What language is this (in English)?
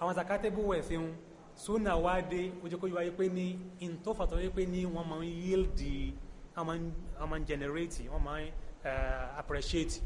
Yoruba